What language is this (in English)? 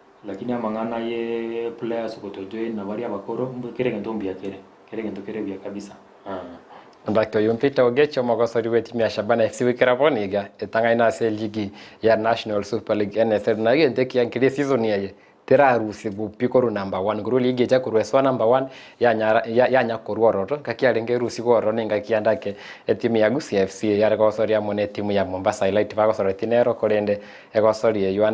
Gusii